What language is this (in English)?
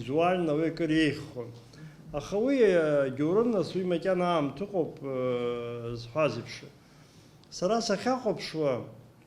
Abkhazian